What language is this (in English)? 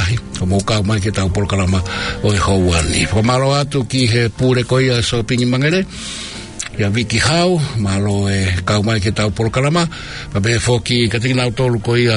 Tongan